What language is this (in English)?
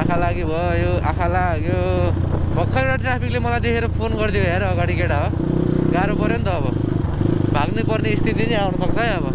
Nepali